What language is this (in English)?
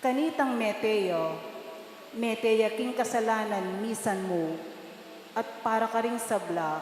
Pampanga